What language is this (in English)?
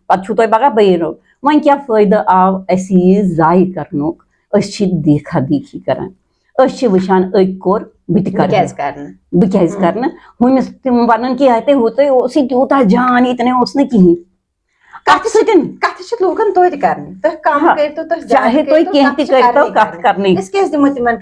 Kashmiri